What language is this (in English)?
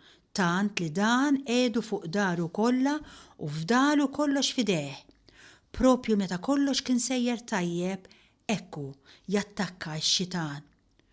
Maltese